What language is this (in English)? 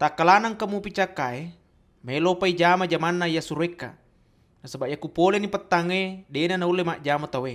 Buginese